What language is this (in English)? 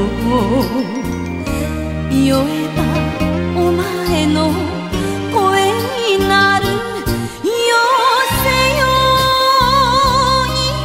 Japanese